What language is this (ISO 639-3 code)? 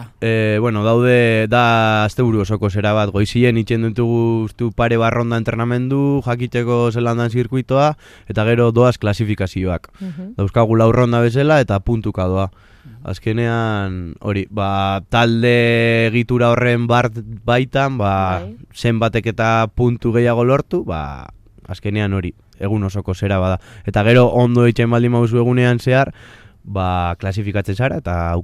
eus